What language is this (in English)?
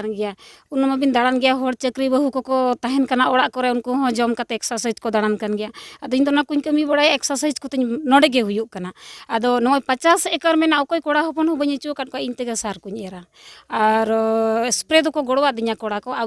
Santali